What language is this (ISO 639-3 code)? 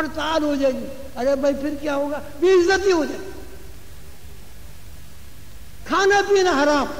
urd